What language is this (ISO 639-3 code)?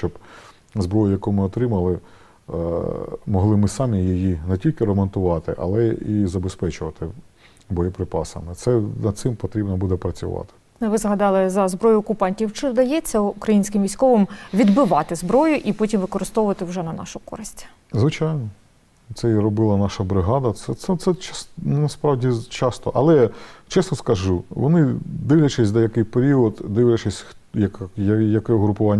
ukr